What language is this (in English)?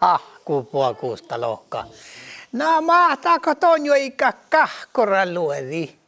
Northern Sami